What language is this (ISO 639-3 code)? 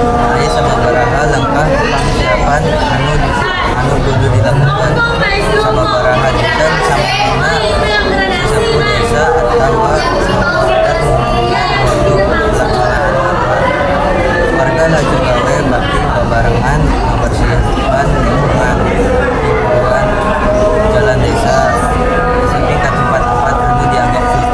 sun